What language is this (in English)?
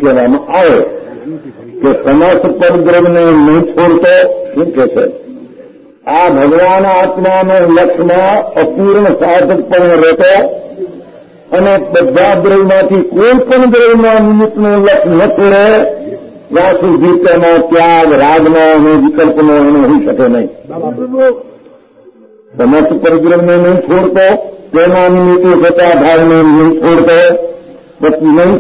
Gujarati